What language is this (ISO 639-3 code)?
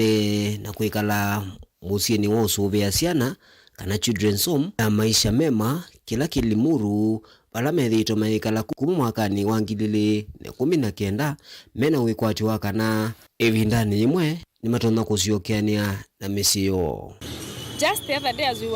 kam